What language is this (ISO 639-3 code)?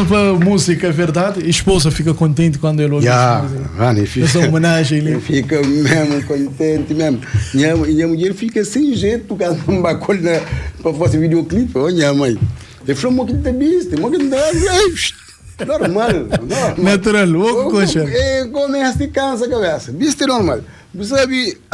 kea